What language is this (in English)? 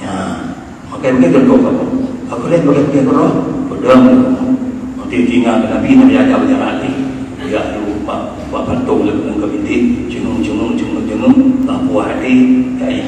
Achinese